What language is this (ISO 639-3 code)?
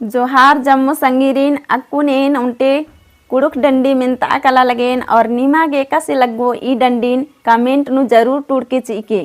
kru